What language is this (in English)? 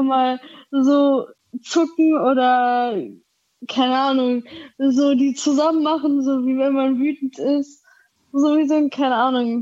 German